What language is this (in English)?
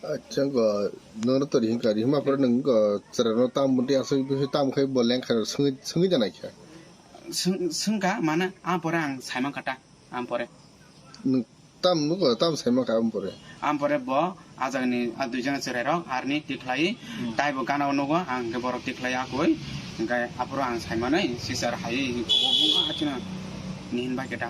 Kok Borok